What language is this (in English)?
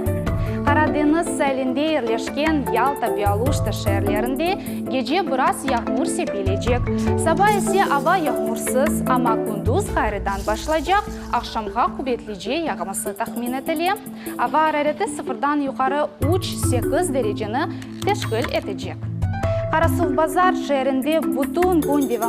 Crimean Tatar